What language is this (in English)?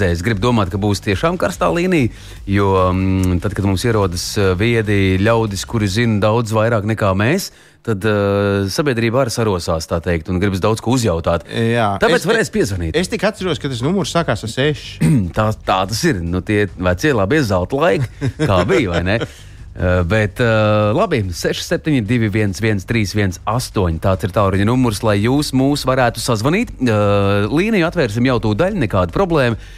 Latvian